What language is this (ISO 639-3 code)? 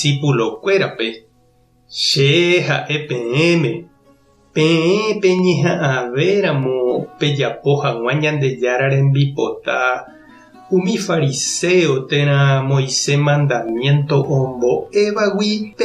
grn